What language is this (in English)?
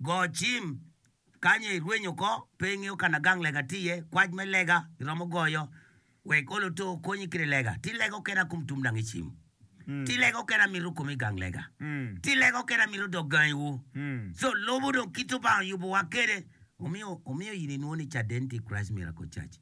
Acoli